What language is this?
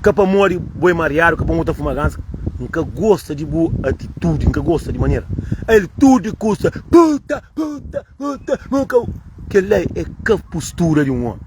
Kabuverdianu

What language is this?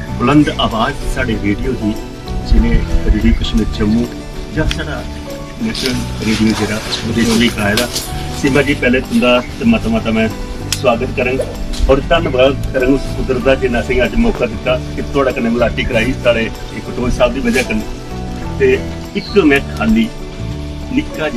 Dogri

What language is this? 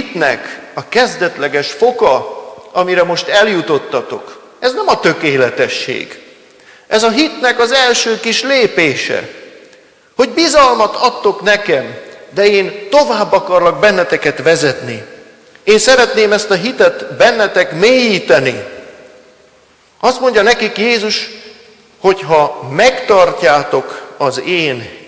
Hungarian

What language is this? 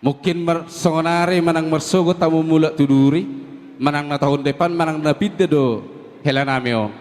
Batak Toba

